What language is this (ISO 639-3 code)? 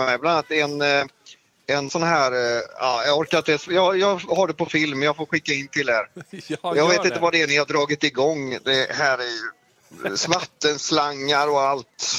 swe